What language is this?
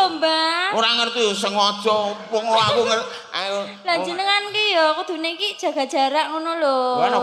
Javanese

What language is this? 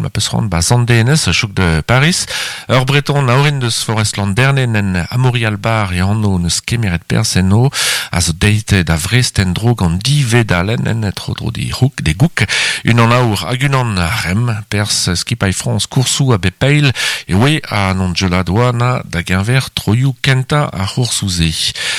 Breton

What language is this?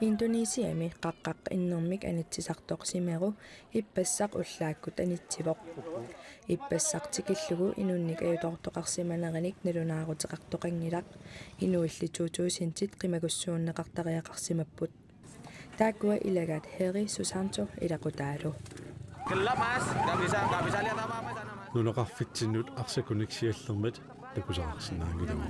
Kalaallisut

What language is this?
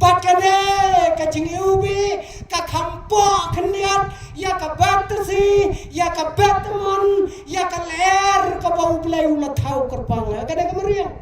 Khasi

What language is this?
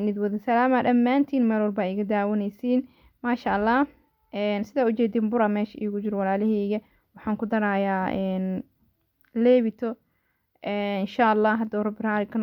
Somali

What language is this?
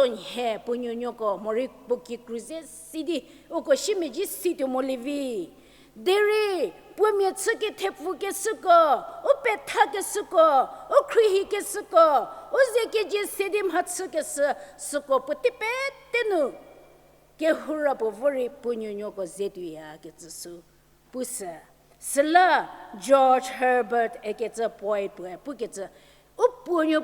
Angami Naga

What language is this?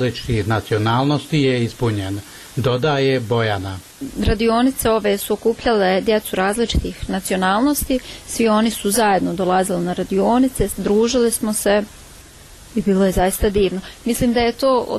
Bosnian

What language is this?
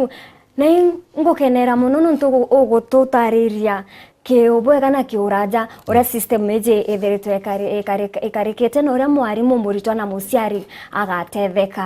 Meru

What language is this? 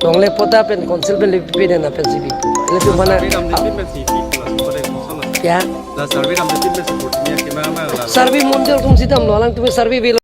Karbi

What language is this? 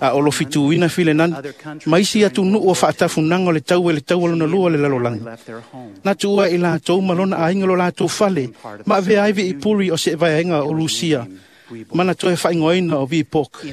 Samoan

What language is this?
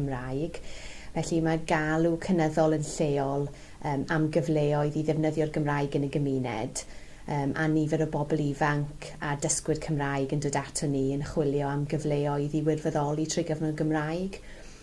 Welsh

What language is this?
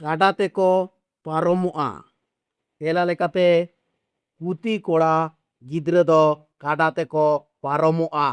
Santali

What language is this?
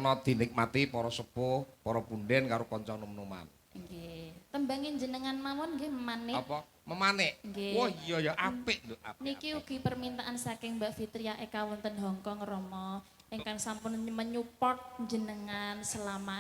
Javanese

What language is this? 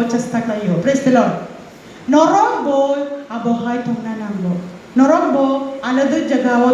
Kok Borok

